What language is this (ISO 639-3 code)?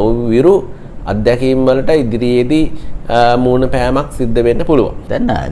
sin